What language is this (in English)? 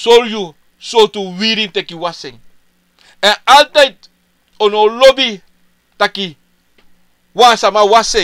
Sranan Tongo